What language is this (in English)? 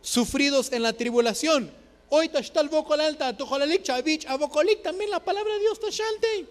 Tzotzil